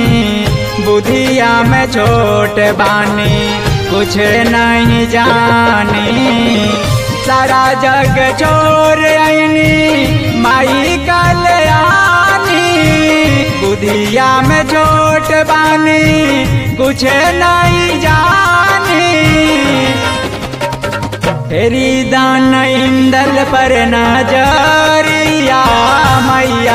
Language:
Bhojpuri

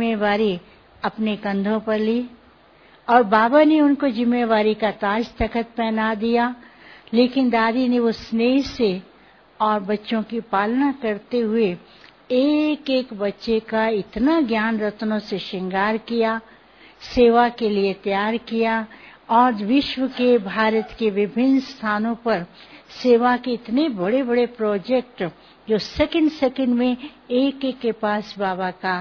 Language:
Hindi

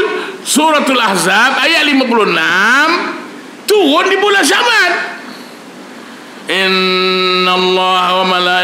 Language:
Malay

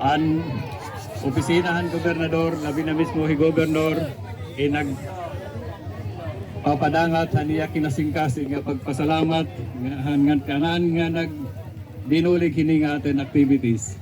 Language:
Waray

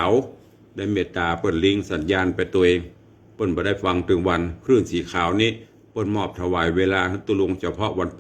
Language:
Northern Thai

